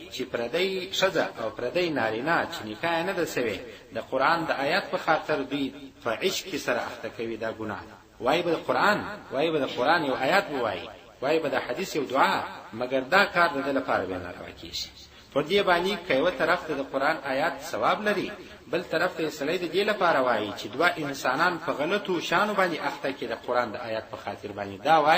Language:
Pashto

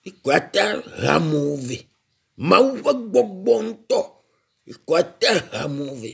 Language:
Ewe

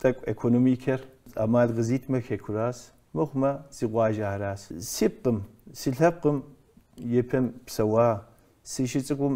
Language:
Kabardian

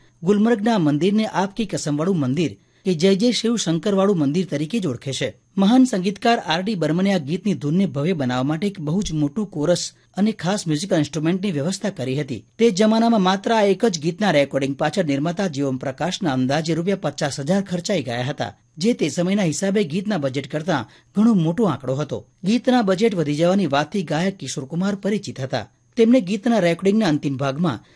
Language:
Gujarati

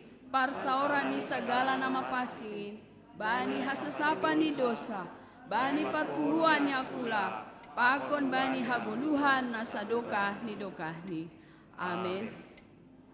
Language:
Batak Simalungun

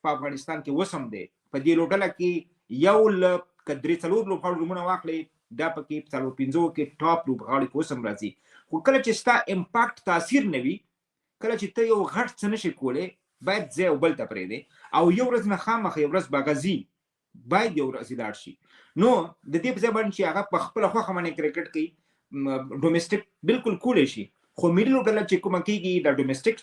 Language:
Pashto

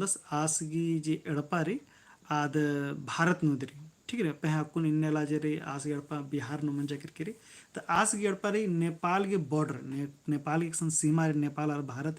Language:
Kurukh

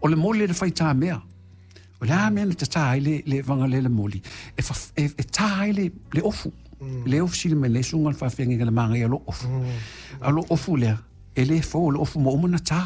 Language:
Samoan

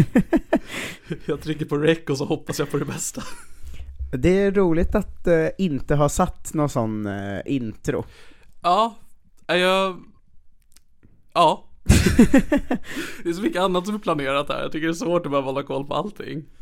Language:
Swedish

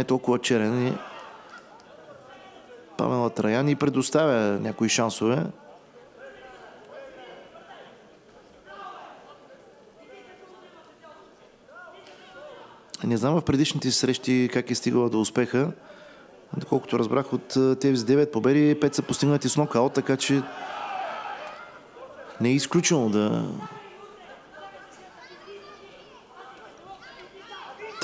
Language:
Bulgarian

